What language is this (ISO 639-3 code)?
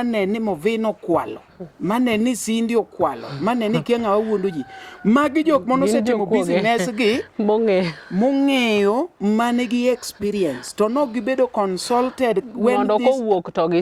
luo